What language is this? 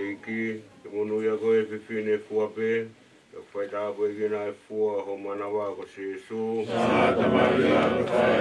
Tongan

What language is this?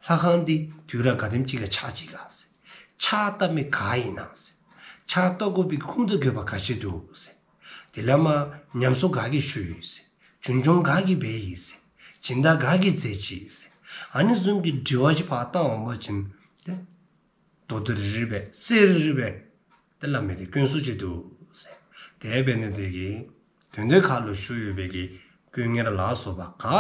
Dzongkha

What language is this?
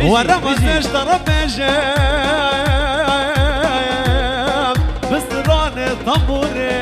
Kurdish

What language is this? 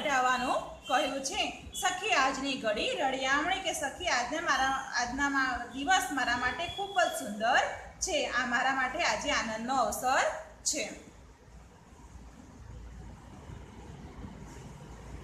Gujarati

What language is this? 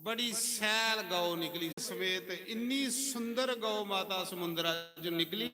Dogri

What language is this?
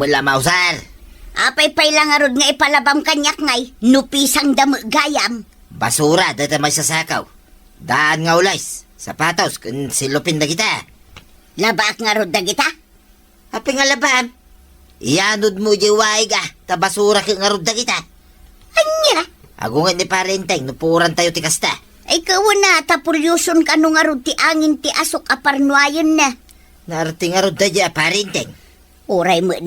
Iloko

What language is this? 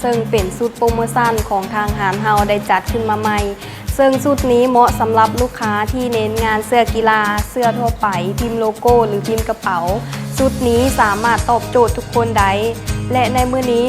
Lao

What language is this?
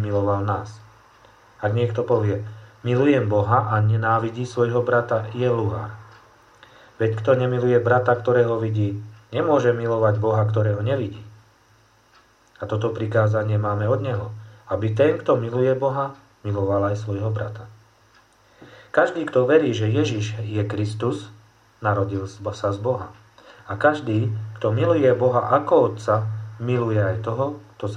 Slovak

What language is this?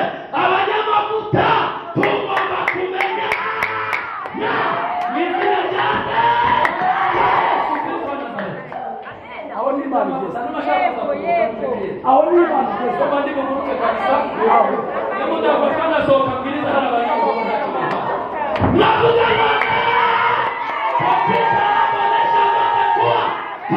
Kinyarwanda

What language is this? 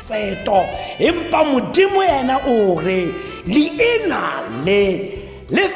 Tswana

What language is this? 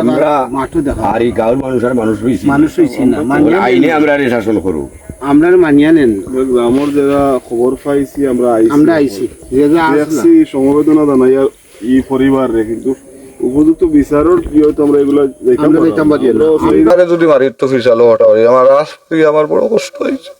Sylheti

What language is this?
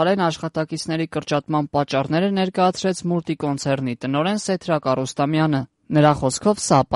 Armenian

